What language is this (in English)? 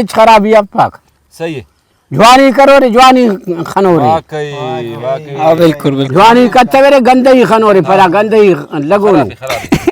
Brahui